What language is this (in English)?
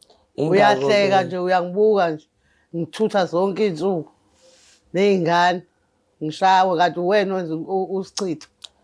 Zulu